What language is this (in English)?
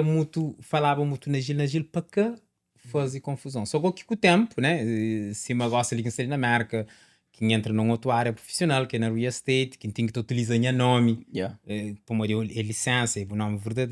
Kabuverdianu